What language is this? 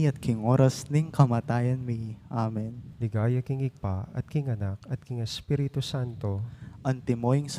Pampanga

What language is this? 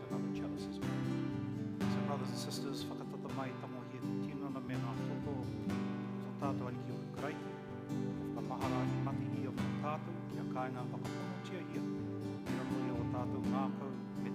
Māori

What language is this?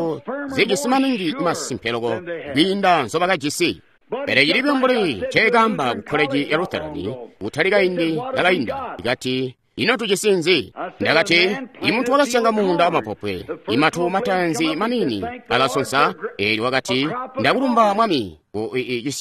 Tonga (Zambia)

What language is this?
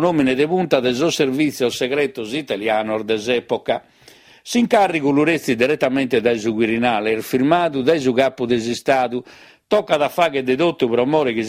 Sardinian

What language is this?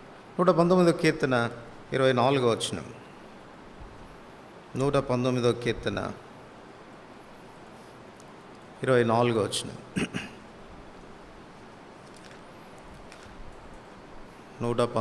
Telugu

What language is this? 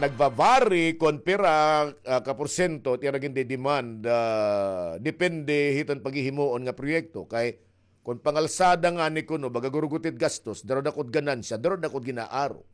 Waray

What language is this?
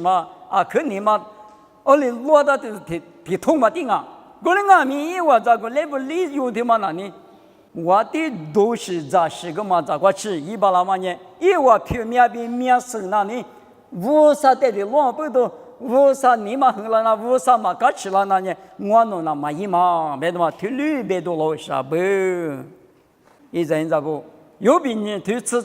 Lisu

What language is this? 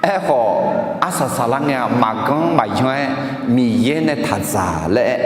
Akha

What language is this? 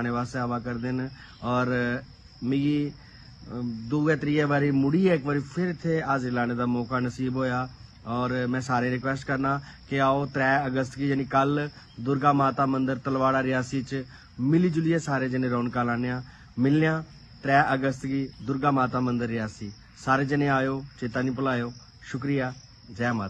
Dogri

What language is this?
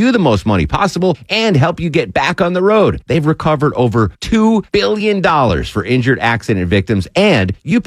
English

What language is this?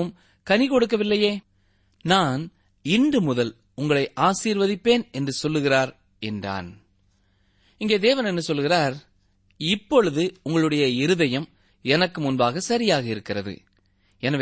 Tamil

